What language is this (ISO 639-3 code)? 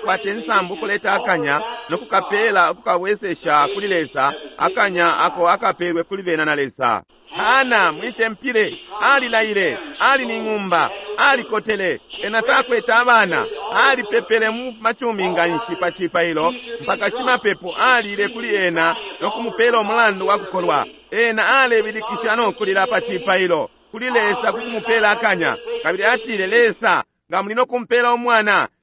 bem